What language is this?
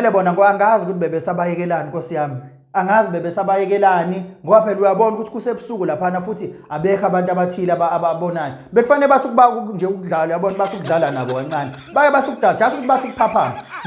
Zulu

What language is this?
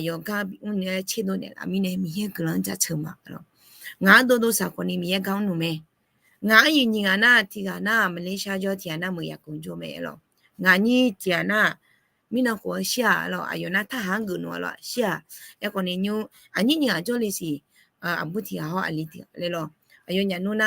Akha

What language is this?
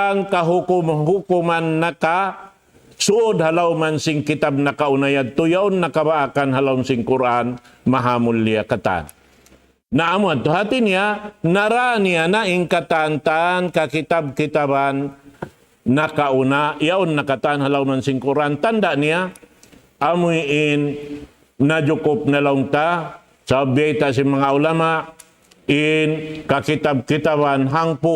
Tausug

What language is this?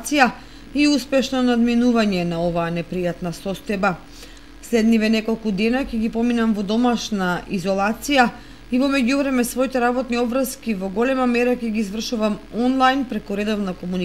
Macedonian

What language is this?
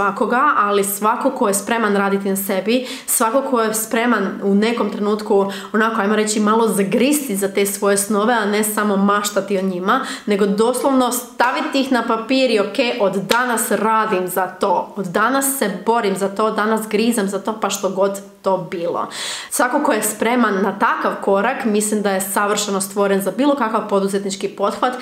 Croatian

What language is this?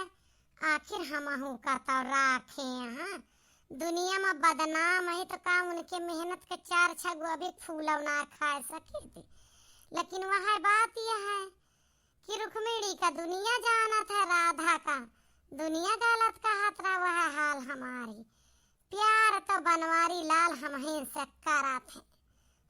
Awadhi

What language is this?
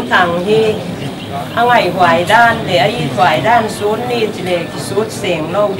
Paite Chin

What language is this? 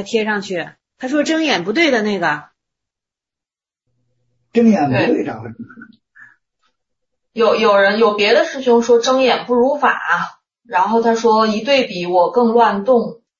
Chinese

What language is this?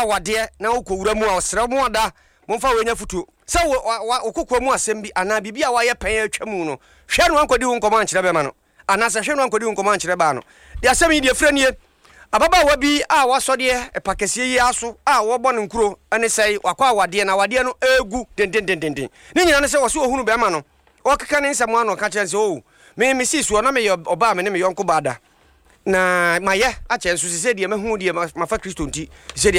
Akan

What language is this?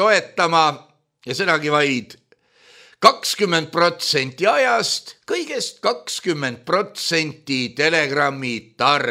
Estonian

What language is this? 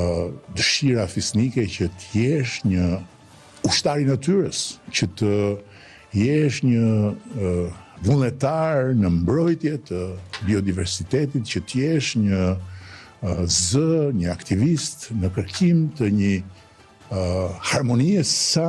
Albanian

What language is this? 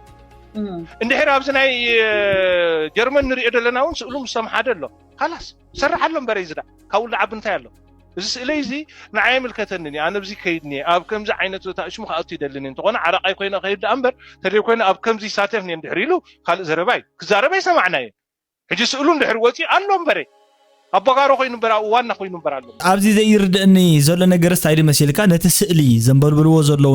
Tigrinya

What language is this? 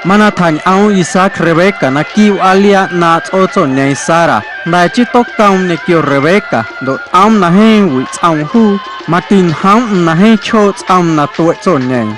Guerrero Amuzgo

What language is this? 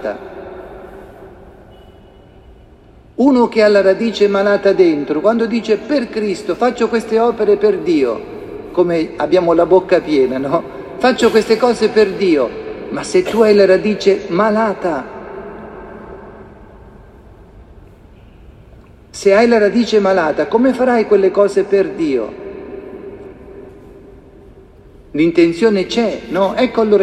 Italian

